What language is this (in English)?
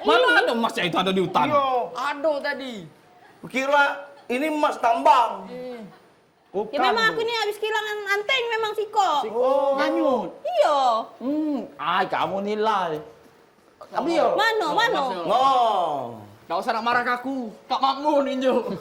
Musi